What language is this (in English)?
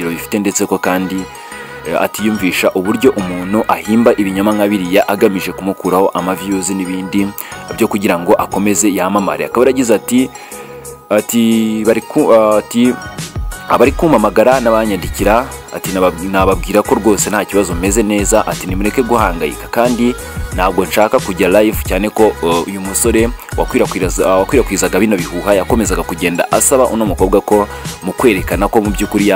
Kinyarwanda